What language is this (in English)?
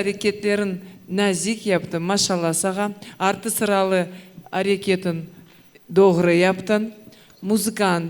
Crimean Tatar